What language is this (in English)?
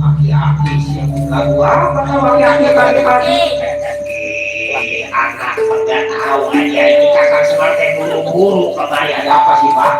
Betawi